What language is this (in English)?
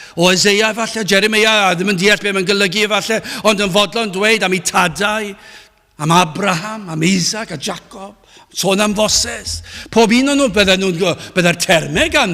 Welsh